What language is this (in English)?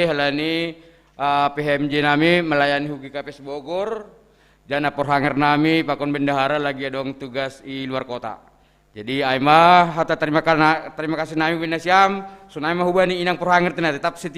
Batak Simalungun